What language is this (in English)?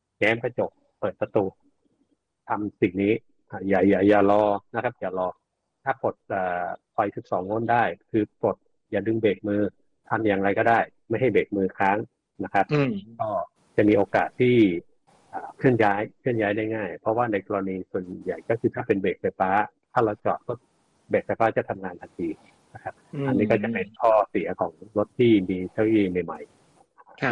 Thai